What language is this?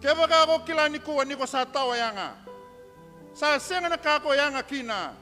Fijian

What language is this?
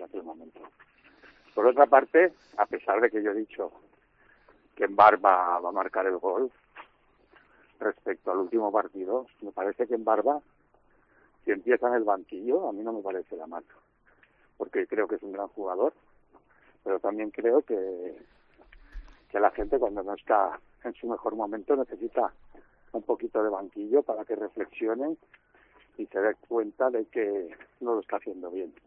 Spanish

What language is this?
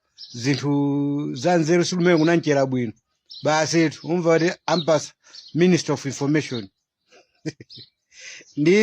Nyanja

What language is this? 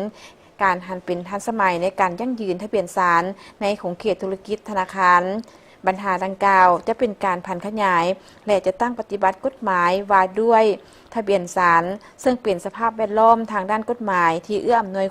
Lao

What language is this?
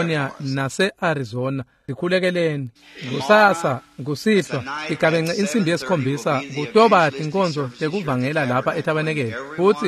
Swati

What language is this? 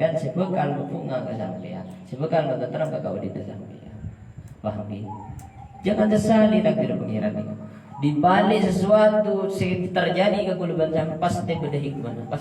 Madurese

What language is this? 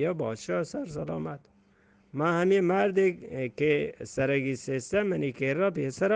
Eastern Balochi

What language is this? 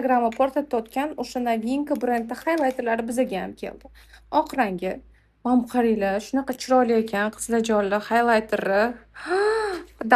Uzbek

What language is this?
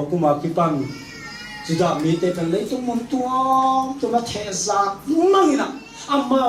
Tedim Chin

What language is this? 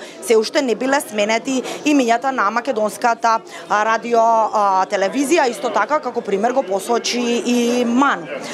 Macedonian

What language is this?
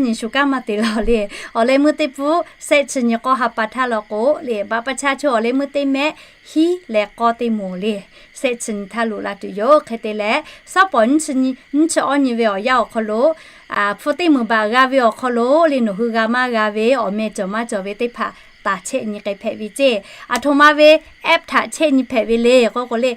Lahu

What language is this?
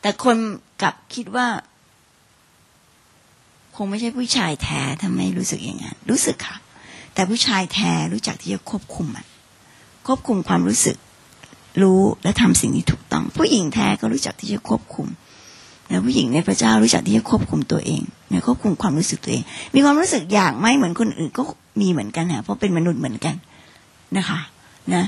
Thai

